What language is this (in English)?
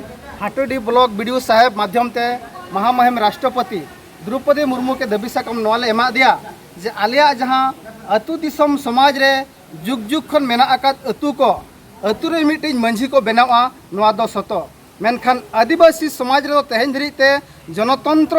Santali